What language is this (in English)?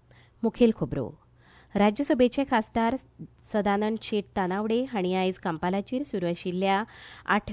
Konkani